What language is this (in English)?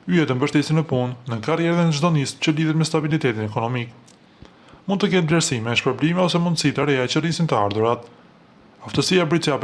Albanian